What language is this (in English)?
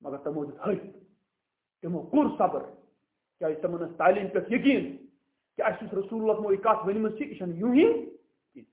Kashmiri